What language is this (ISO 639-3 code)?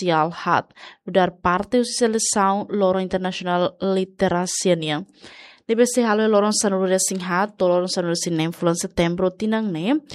tet